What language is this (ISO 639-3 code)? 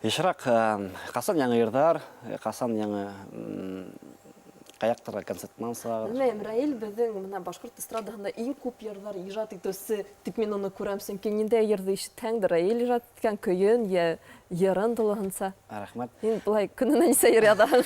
bak